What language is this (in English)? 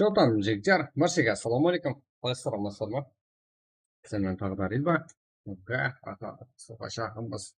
Kara-Kalpak